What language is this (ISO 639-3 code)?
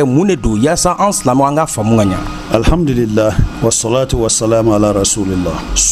bam